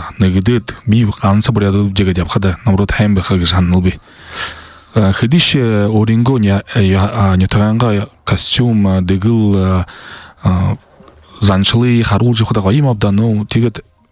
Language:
Buriat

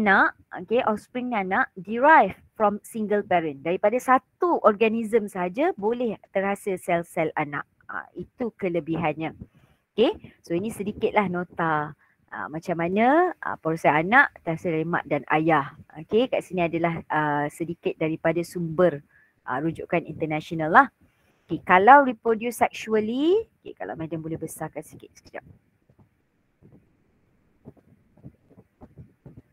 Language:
Malay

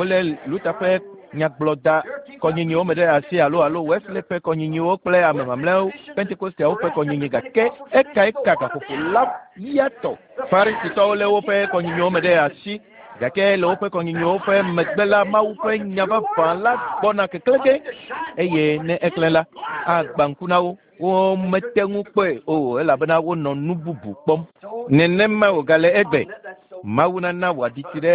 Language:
Ewe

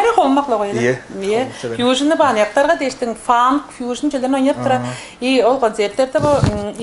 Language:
Tuvinian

